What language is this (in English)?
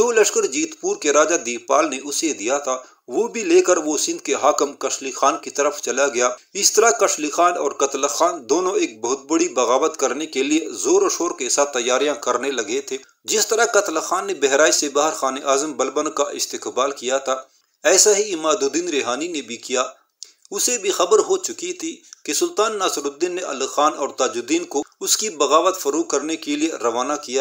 Urdu